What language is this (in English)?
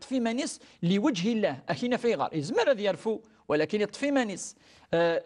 Kabyle